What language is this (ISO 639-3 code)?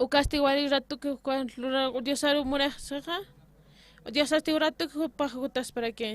aym